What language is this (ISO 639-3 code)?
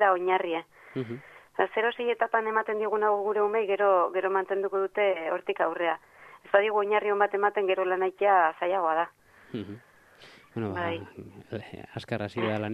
eus